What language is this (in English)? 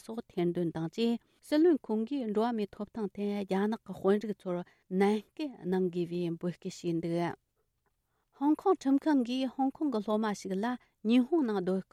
Tibetan